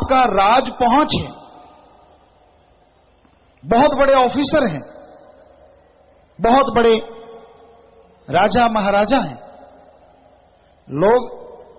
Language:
Hindi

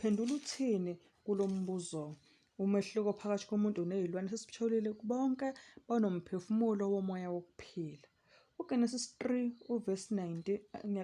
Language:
Zulu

